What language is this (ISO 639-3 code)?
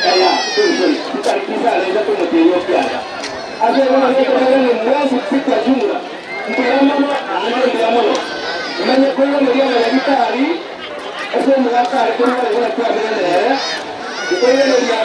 guz